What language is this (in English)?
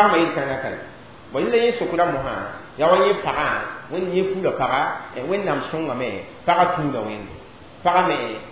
Mossi